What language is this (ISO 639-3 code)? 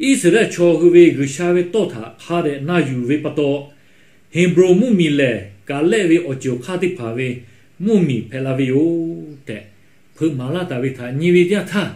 lhu